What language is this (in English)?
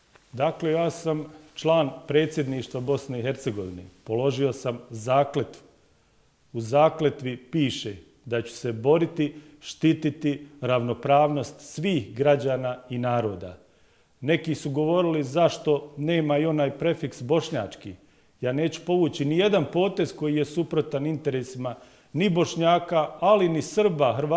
Bosnian